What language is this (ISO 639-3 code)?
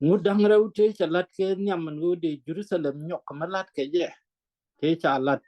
nus